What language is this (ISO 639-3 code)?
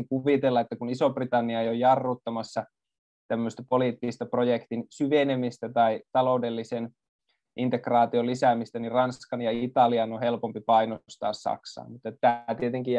fin